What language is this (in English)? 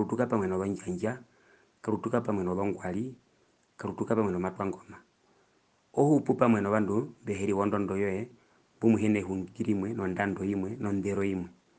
Herero